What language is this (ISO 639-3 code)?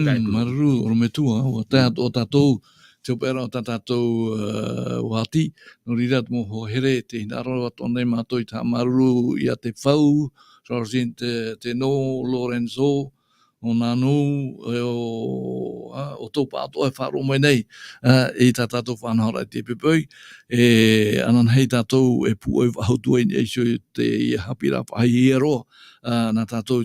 tah